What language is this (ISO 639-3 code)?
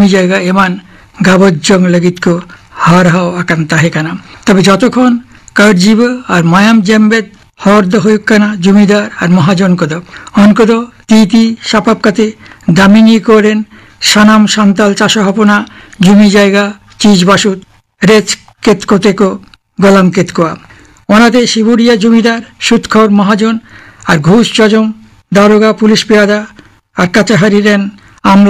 sat